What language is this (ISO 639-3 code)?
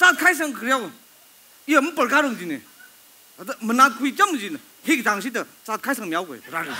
nmf